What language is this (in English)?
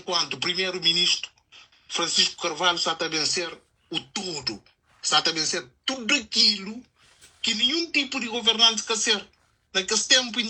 Kabuverdianu